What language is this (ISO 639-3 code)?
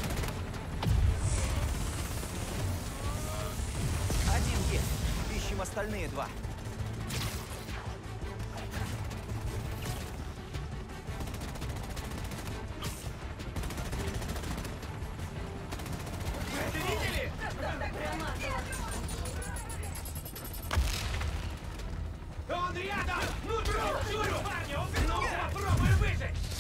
rus